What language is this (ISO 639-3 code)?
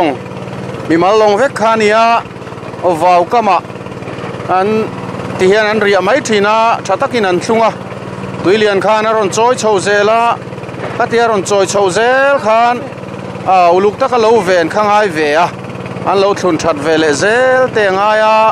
lus